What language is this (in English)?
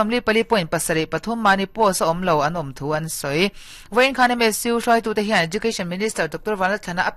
Mizo